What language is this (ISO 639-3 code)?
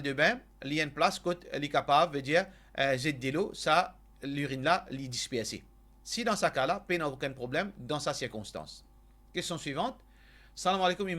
mfe